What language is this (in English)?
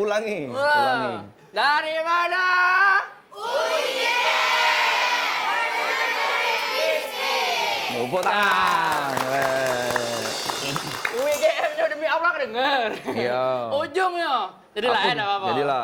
Musi